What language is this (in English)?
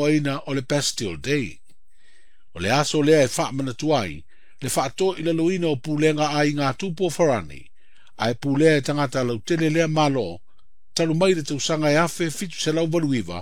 Samoan